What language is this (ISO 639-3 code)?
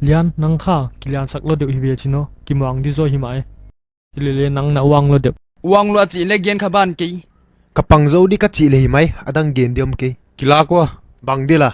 pck